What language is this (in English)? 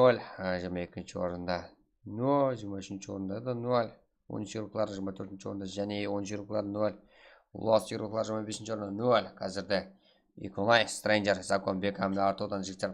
Kara-Kalpak